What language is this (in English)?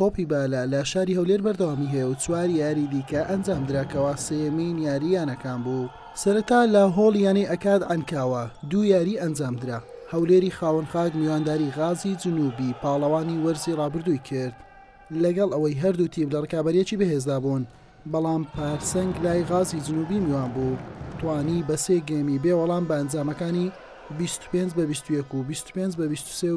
Central Kurdish